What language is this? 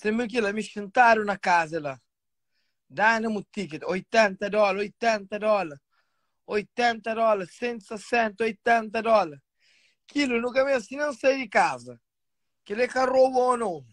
Kabuverdianu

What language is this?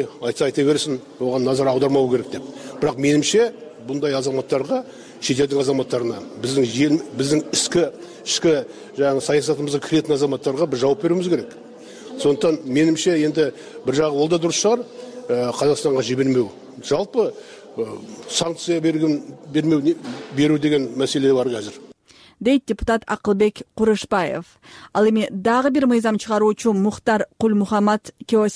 Kyrgyz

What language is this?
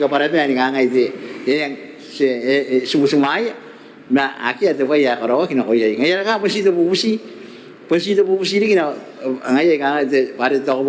Gilbertese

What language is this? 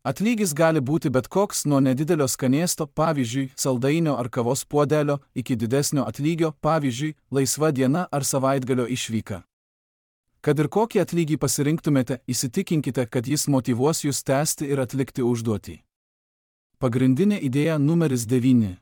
Lithuanian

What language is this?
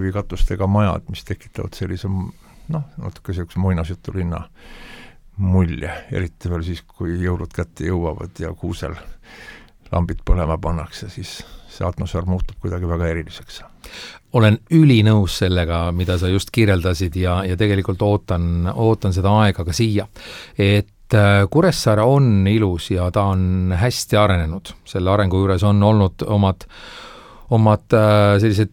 Estonian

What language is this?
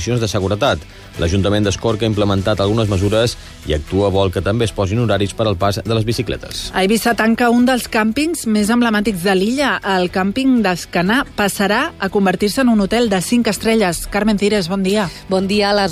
Catalan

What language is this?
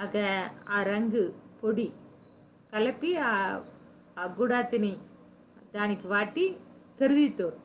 Koya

